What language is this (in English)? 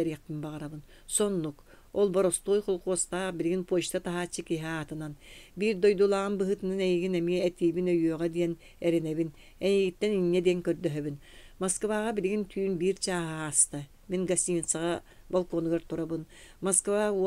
Yakut